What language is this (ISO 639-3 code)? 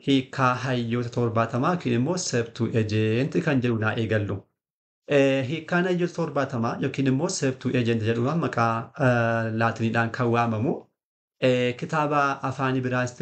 orm